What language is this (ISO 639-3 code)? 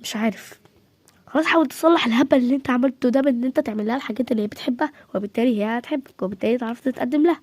arz